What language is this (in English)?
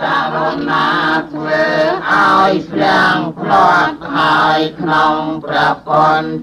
Khmer